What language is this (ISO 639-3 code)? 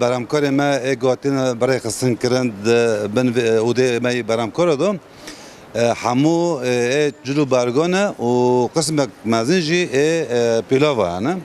kur